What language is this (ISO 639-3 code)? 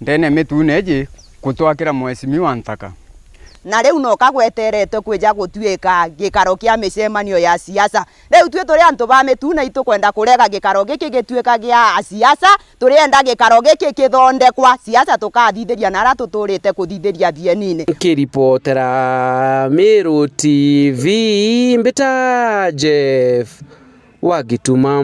mer